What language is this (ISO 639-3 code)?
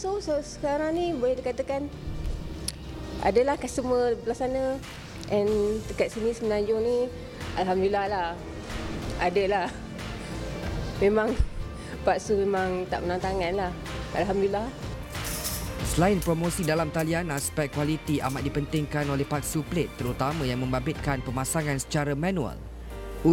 msa